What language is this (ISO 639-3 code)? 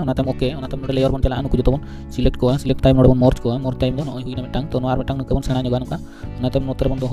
sat